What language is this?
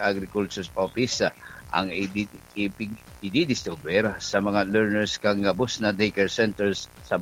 Bikol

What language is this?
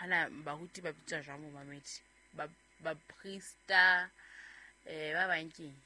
Southern Sotho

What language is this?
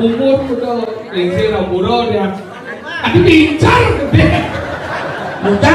Balinese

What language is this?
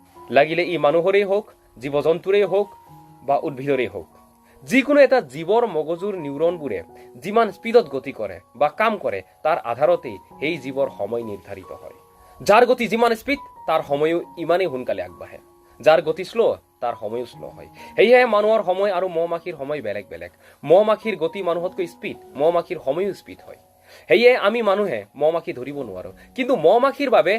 Assamese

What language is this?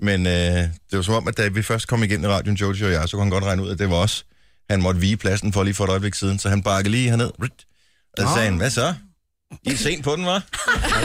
Danish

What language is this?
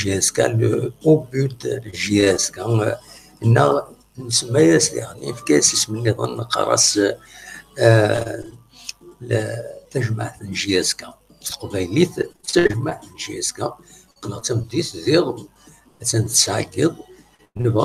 Kabyle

